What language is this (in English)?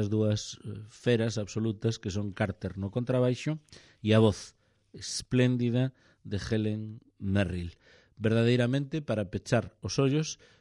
Galician